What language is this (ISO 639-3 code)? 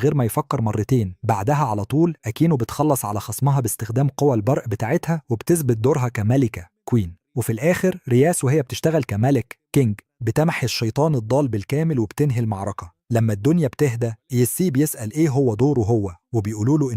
arz